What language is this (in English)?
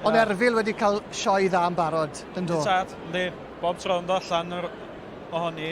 Welsh